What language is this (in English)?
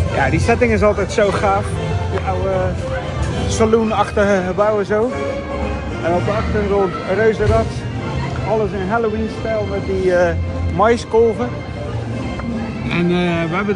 Dutch